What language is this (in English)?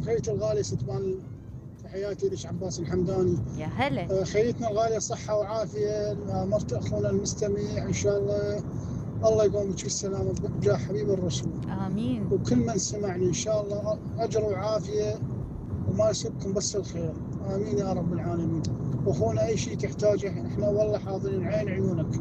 Mesopotamian Arabic